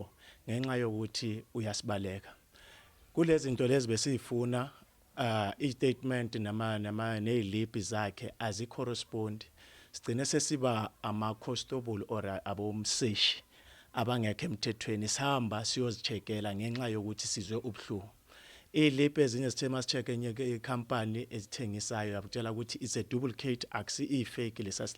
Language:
Zulu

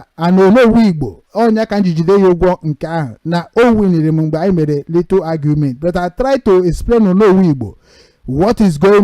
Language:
Igbo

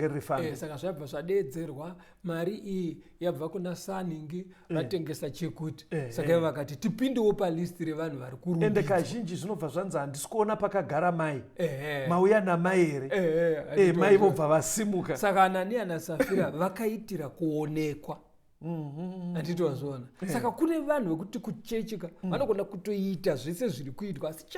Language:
Shona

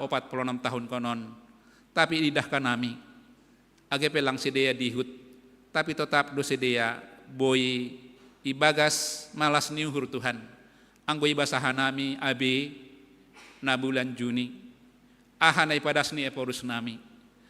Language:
Batak Simalungun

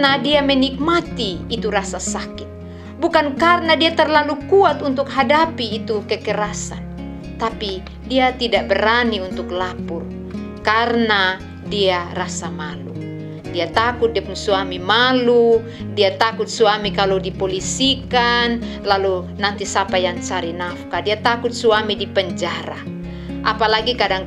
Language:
Kupang Malay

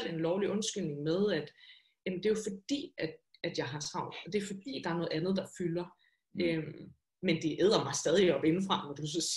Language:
Danish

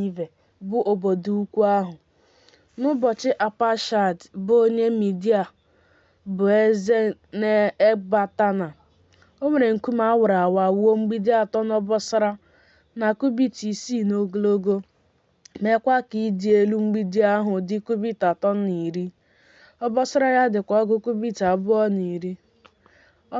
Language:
Igbo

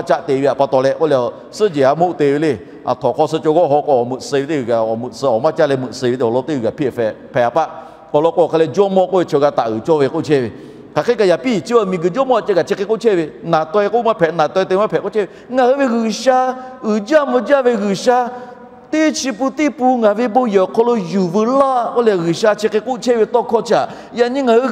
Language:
Lahu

